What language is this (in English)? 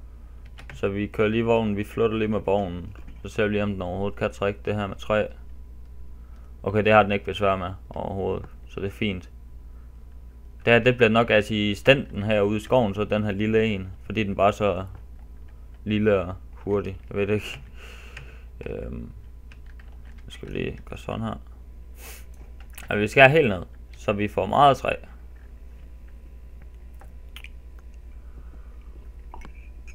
Danish